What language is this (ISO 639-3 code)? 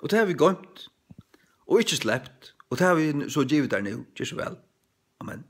fao